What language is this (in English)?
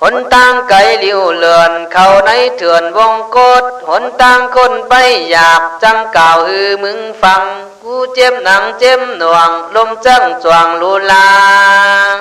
Khün